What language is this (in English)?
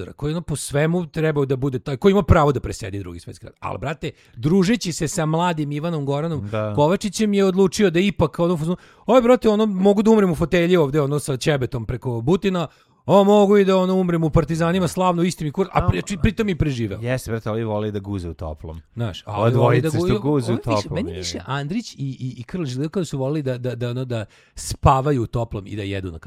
Serbian